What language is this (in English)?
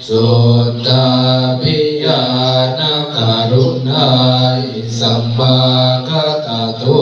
Pali